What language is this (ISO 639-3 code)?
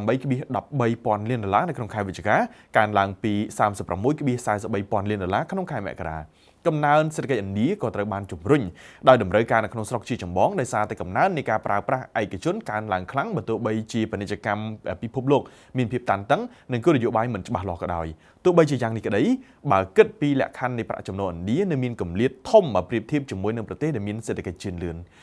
khm